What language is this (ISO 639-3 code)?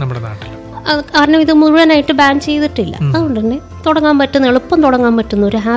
mal